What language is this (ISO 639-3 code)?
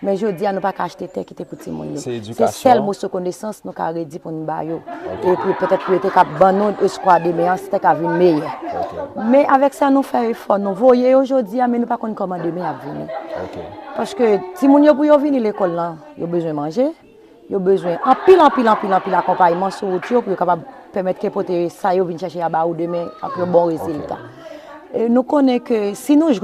hat